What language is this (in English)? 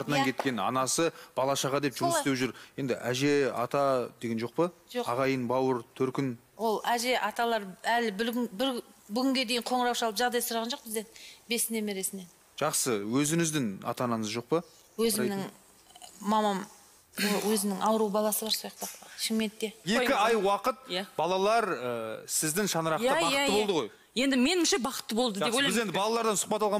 Kazakh